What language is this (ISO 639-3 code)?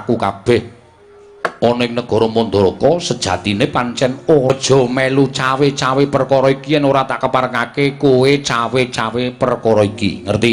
jav